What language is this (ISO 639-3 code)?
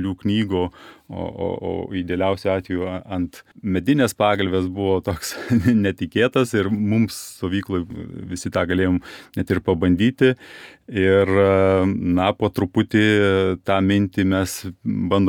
lit